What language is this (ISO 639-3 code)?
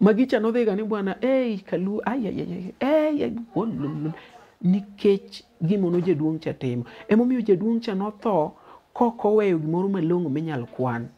luo